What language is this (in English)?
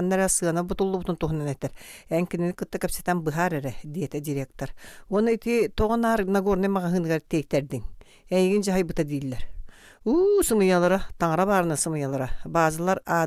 Yakut